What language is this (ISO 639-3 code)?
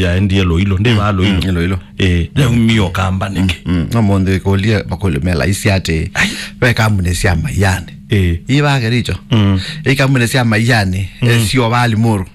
kam